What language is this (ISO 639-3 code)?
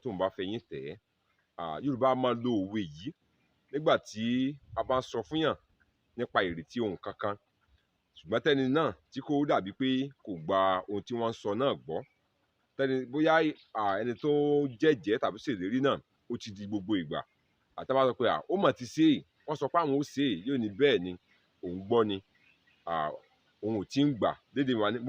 yor